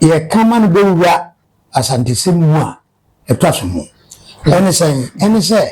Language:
Akan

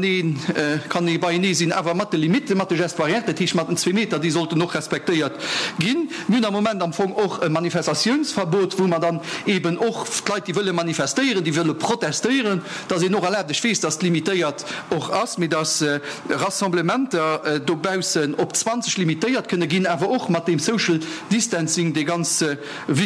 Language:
Luxembourgish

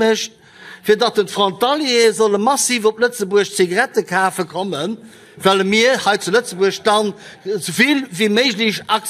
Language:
Luxembourgish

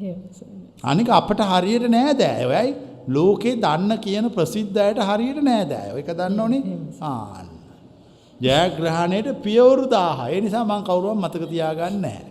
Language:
Sinhala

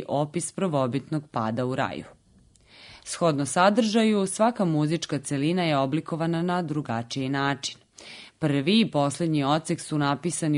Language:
Serbian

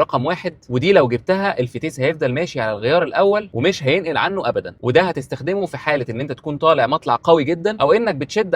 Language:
Egyptian Arabic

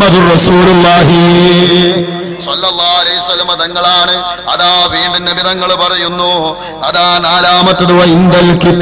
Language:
Malayalam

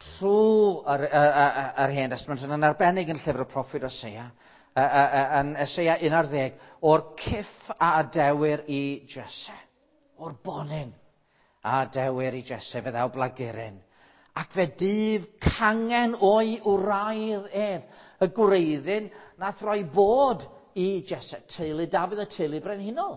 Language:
Welsh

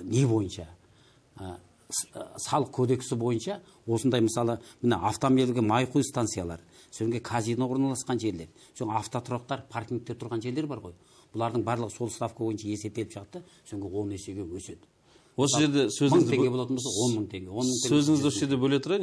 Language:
Kazakh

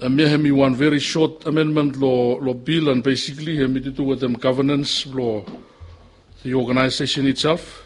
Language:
Bislama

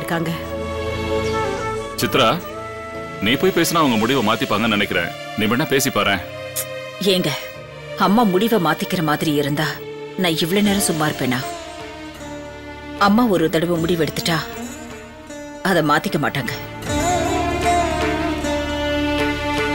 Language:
Tamil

